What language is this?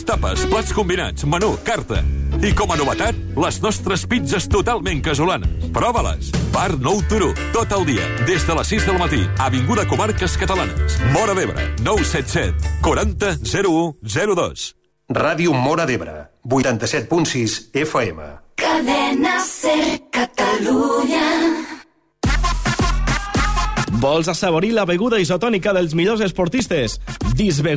Catalan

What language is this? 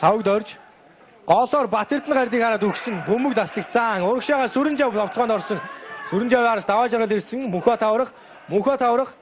Mongolian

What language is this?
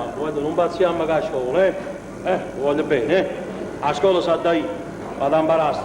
Neapolitan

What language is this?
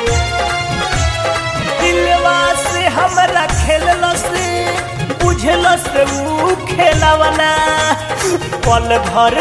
Bhojpuri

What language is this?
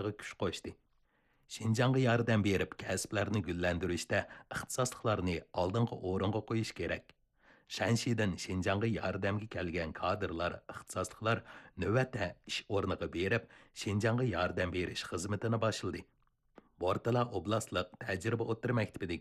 Uyghur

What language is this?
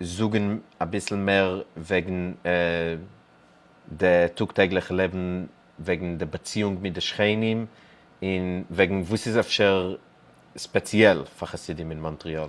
Yiddish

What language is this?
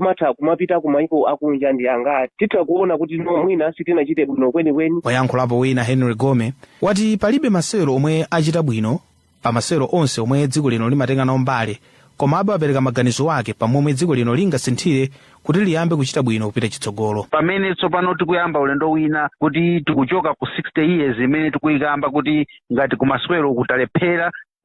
Nyanja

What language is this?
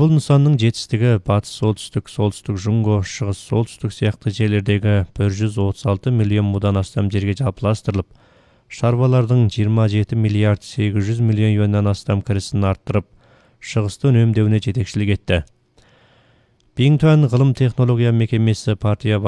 Kazakh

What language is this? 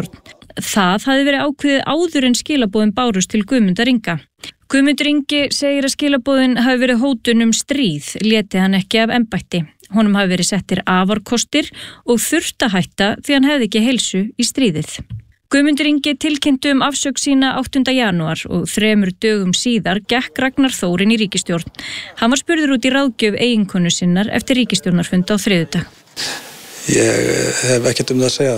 Icelandic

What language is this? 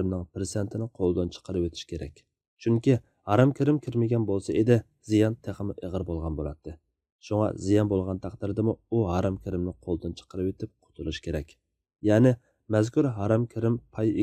Uyghur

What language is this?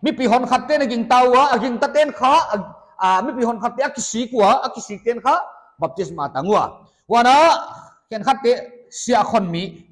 Paite Chin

